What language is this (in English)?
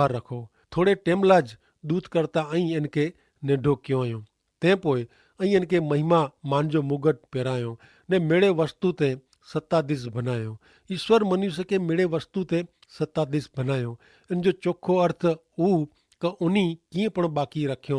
Kachhi